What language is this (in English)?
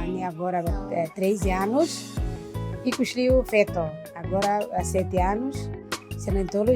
Tetum